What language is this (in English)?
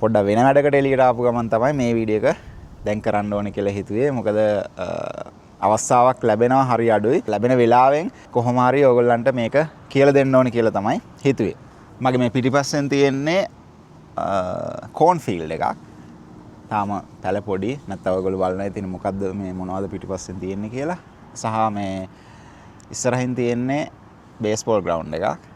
Sinhala